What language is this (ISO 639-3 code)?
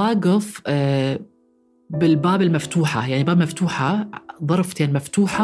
apc